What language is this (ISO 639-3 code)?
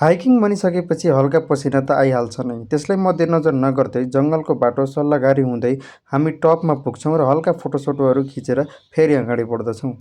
nep